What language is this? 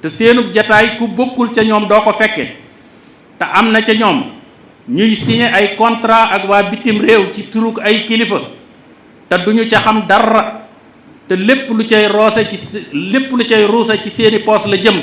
Wolof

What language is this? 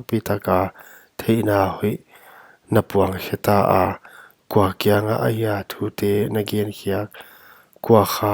Paite Chin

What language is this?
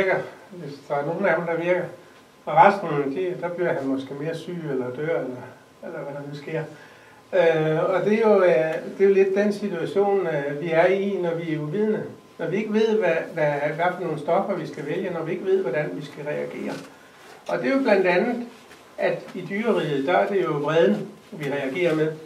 Danish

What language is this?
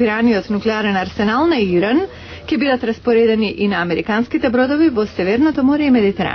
Macedonian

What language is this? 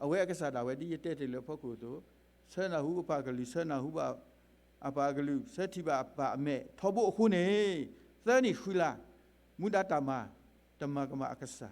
S'gaw Karen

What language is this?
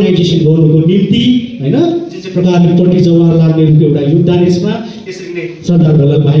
Nepali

